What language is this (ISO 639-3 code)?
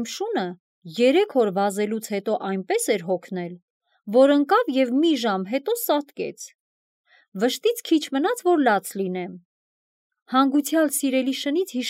hye